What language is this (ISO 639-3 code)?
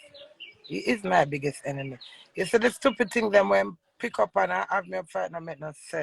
jam